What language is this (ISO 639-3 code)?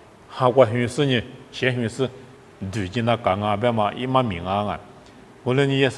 lis